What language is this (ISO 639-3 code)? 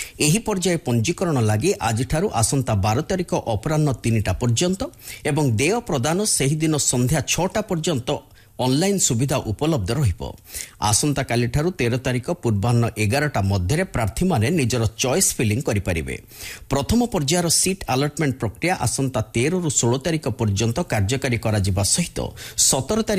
ori